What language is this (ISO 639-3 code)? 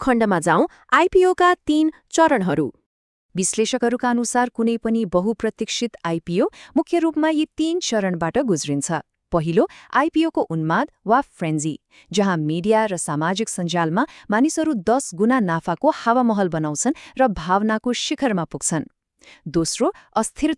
nep